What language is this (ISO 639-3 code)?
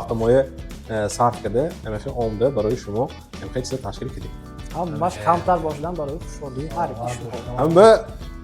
tgk